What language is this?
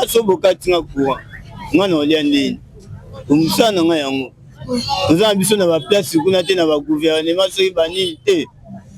Lingala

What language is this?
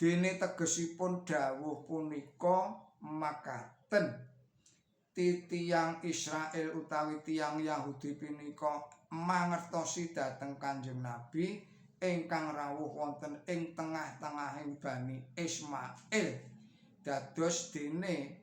Javanese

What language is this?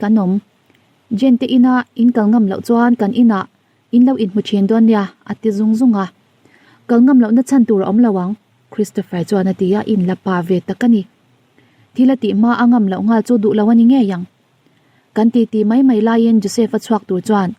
Mizo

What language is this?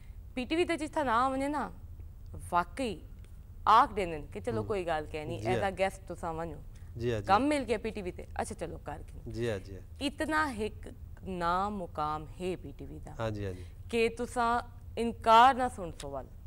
Saraiki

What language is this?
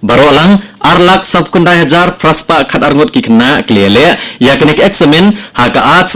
Khasi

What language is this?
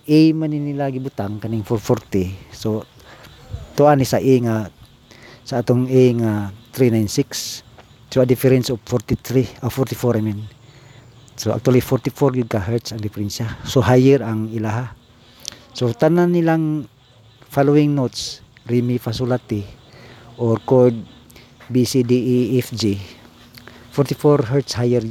Cebuano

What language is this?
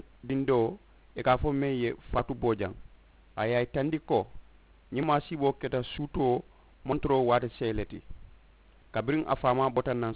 Mandingo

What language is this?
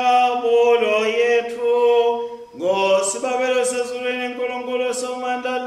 Swati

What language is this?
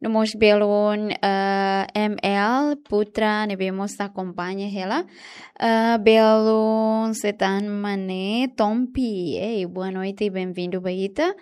Tetum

